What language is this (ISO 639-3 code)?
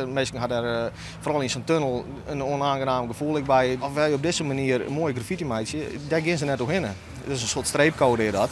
fry